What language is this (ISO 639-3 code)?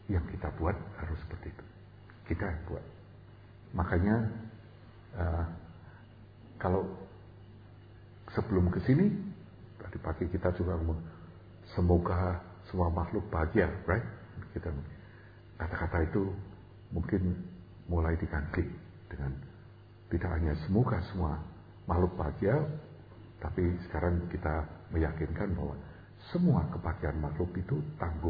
ind